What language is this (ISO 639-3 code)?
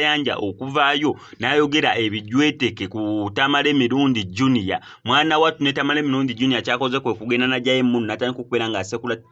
lug